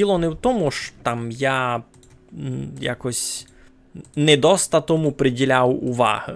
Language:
Rusyn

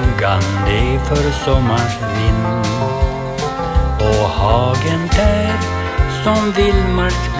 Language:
Swedish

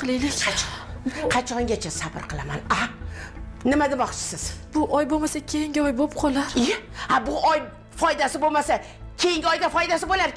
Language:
Uzbek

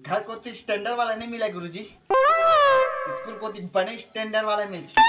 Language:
Chhattisgarhi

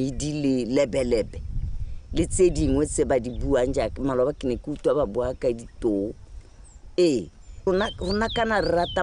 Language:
Tswana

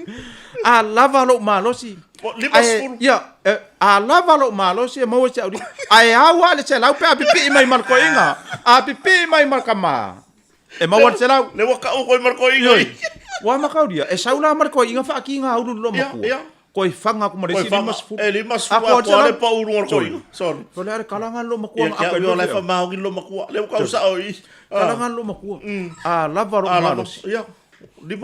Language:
Samoan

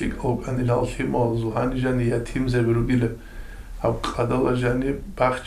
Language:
Avaric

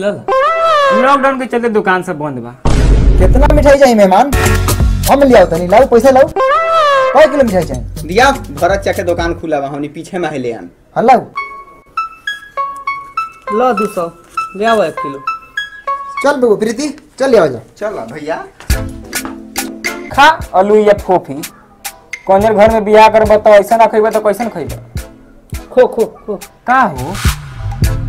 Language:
Bhojpuri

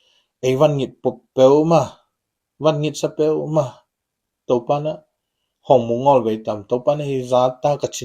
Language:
Tedim Chin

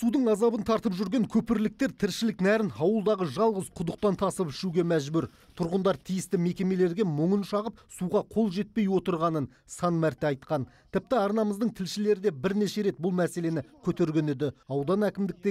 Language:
Kazakh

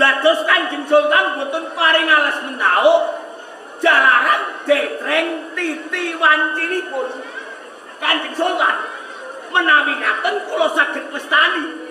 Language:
Javanese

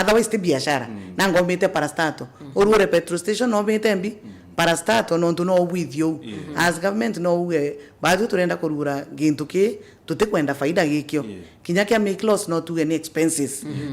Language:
Meru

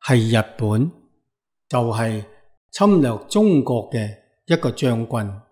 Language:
Cantonese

